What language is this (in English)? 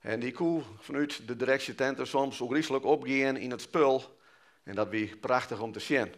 Western Frisian